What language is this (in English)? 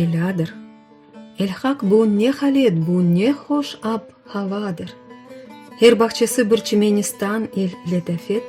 Crimean Tatar